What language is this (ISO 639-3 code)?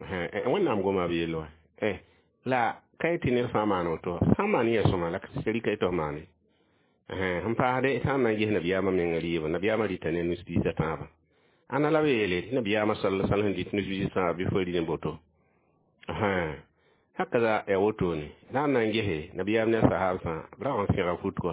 mos